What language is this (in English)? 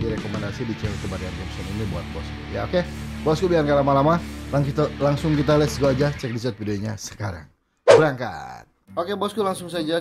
Indonesian